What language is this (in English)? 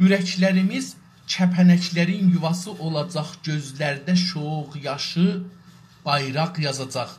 South Azerbaijani